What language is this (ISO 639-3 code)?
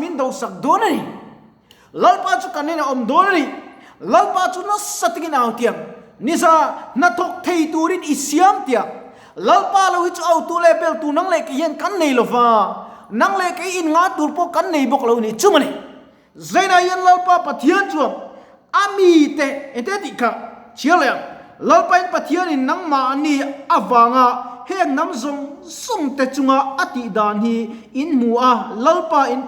lus